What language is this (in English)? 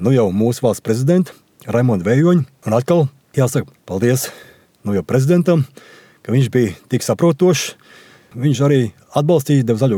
Latvian